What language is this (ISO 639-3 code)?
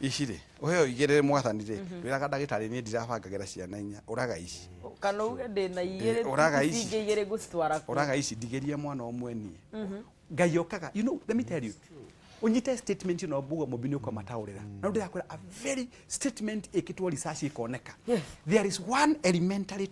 kik